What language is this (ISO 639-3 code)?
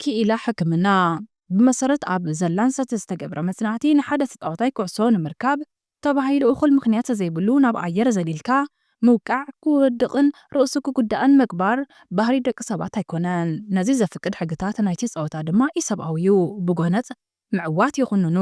tir